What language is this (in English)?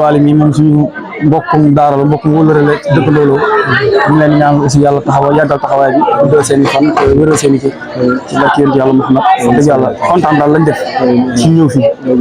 Wolof